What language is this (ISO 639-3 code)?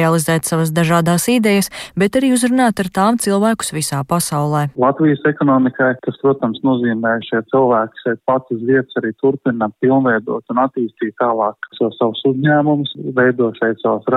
lav